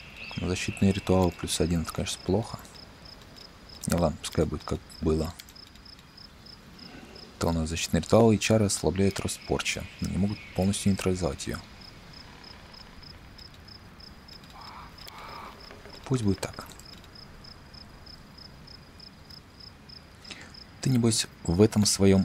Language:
Russian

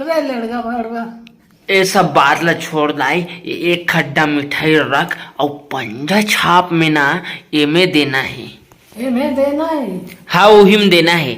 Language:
Chhattisgarhi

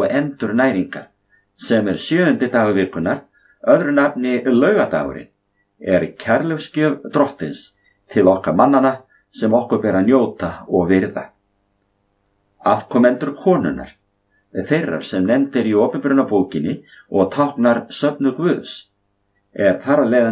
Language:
Icelandic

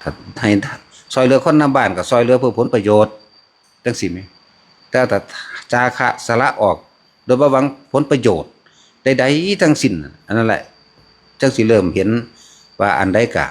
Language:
Northeastern Thai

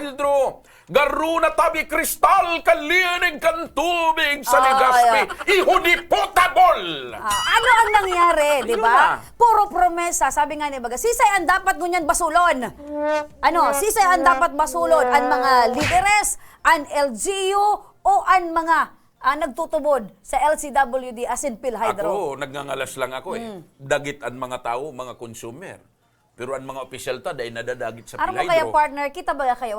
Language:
Bikol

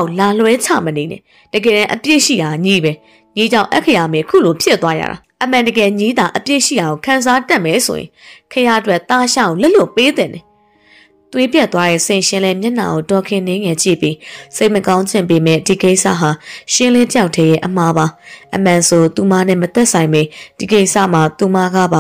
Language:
Burmese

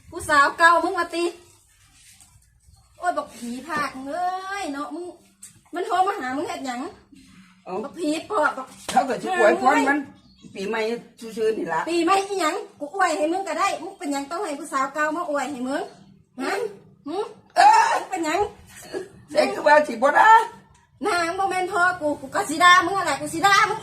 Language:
Northeastern Thai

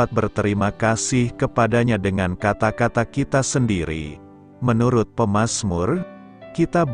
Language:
Indonesian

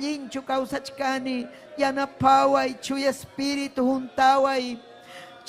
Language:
Ayacucho Quechua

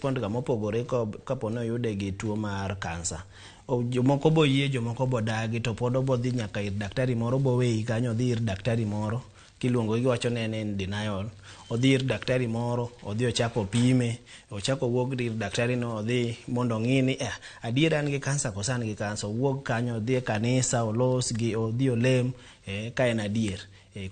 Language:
Luo (Kenya and Tanzania)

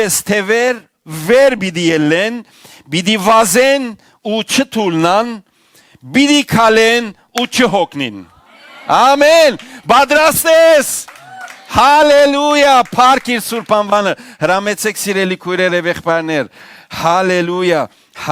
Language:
Western Armenian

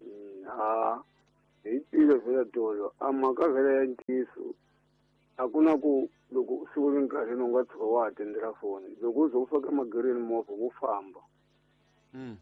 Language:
Tsonga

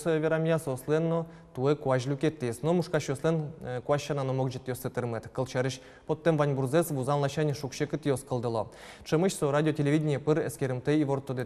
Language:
Udmurt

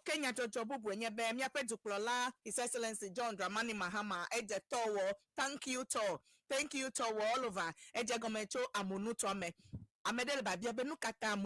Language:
Ewe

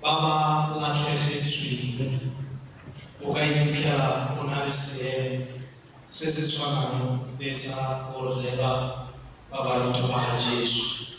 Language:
Tswana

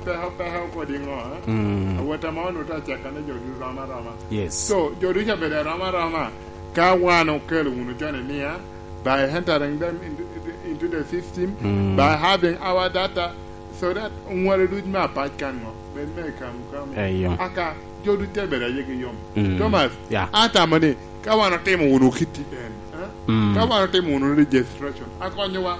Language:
Lango (Uganda)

